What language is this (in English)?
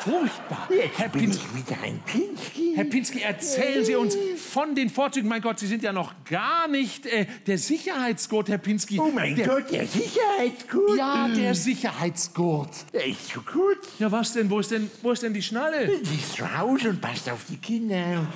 Swiss German